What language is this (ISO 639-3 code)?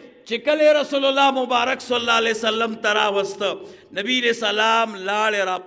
pus